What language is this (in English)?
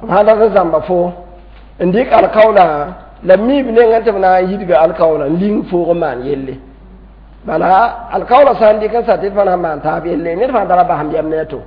Mossi